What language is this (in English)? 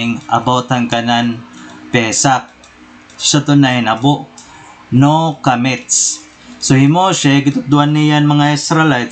Waray